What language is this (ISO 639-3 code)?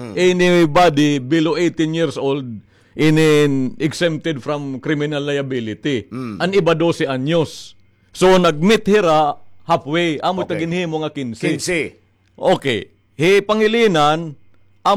war